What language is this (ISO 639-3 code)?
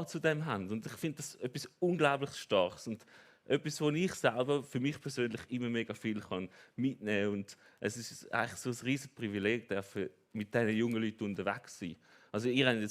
gsw